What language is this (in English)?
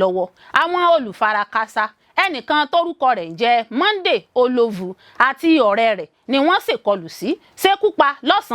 Yoruba